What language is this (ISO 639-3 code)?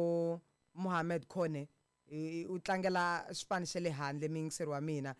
tso